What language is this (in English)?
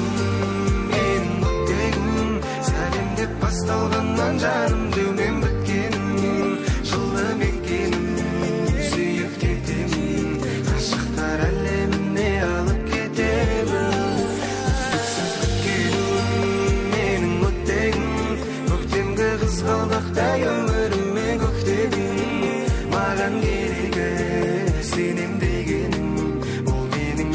Kara-Kalpak